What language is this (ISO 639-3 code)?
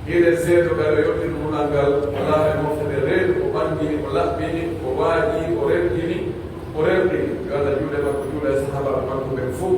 fuf